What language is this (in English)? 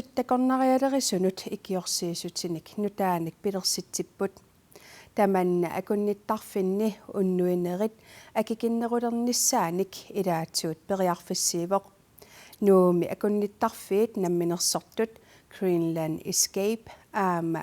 Kalaallisut